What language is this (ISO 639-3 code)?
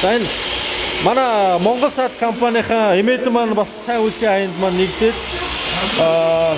mon